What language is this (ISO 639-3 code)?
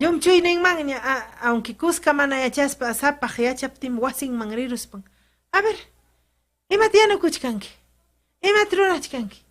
quy